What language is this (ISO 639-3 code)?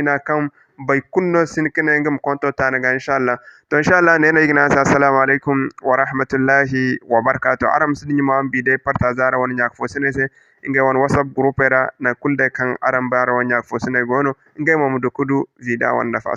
dje